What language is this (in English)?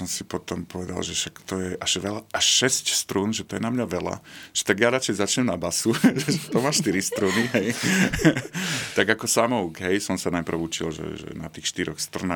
Slovak